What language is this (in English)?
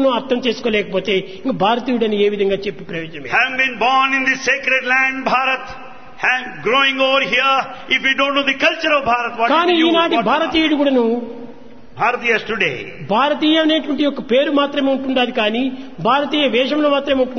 Telugu